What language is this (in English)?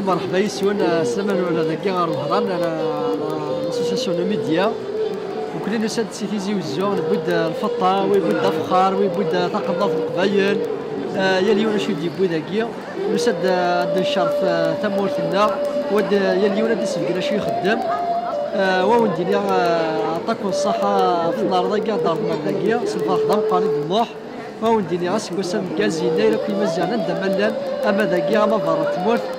Kabyle